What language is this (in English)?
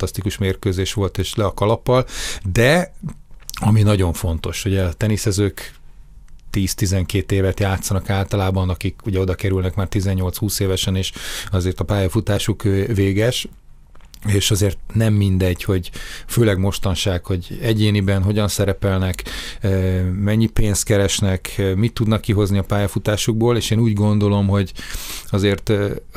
Hungarian